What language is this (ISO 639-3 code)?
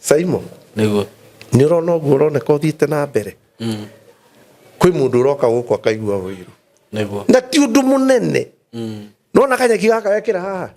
kik